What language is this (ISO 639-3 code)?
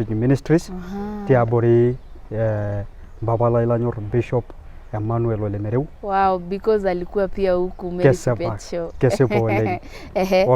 mas